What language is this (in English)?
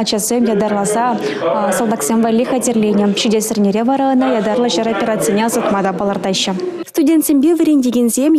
Chuvash